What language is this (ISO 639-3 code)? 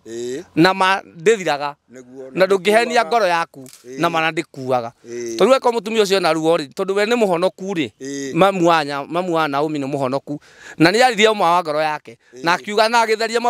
kik